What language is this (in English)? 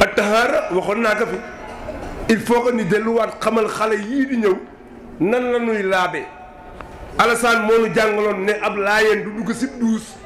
Wolof